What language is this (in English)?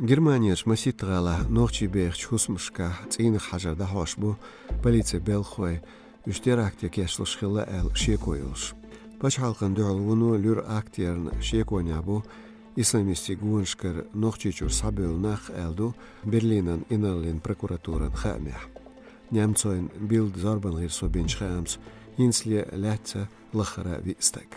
Chechen